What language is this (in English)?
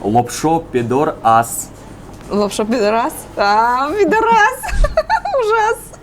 Udmurt